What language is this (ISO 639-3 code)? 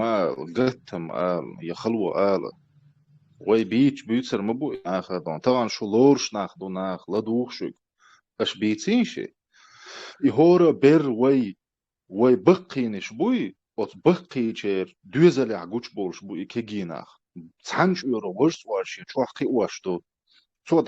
che